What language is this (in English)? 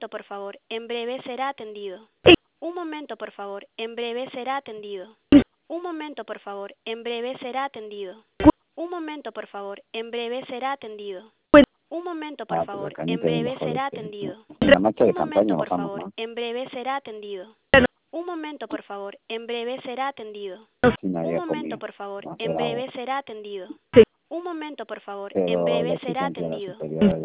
Spanish